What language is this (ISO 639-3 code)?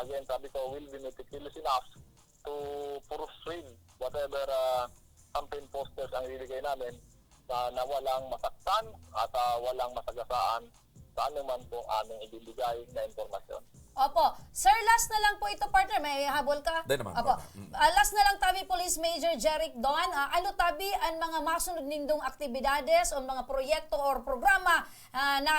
bik